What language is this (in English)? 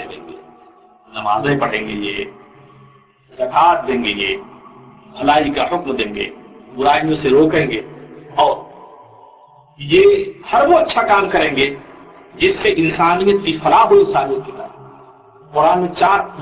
Urdu